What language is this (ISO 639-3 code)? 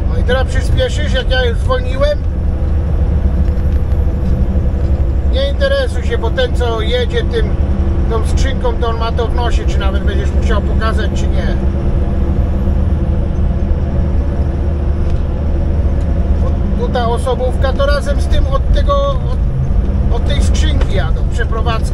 pol